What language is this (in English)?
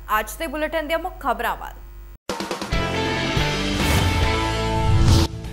Punjabi